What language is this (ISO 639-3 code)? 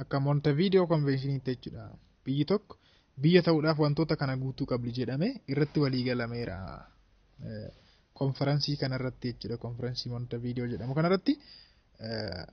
orm